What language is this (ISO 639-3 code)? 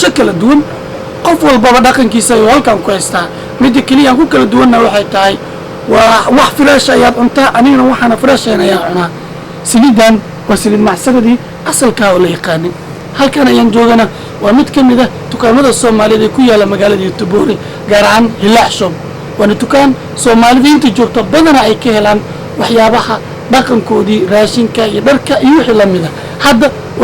som